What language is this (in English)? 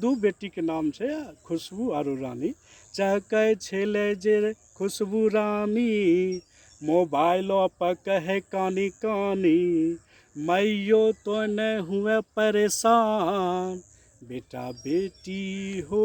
Angika